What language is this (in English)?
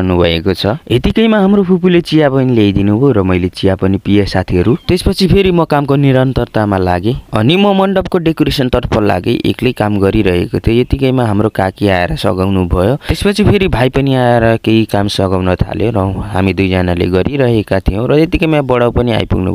Nepali